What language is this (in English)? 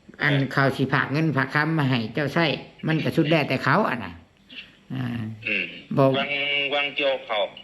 Northeastern Thai